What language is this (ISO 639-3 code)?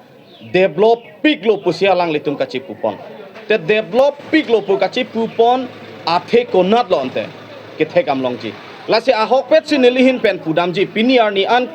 mjw